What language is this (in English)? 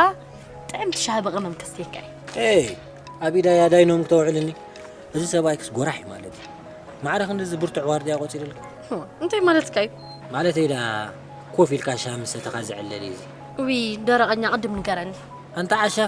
Tigrinya